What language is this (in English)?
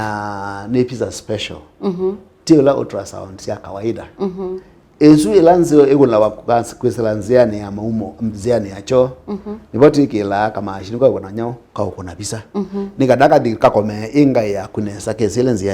Kamba